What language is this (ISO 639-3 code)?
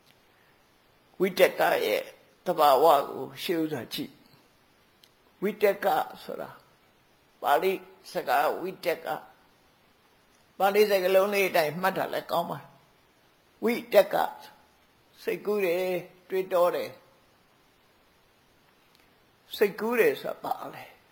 mya